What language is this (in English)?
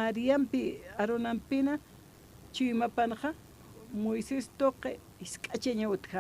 Aymara